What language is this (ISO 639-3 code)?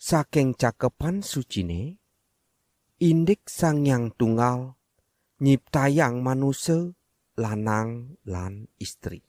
ban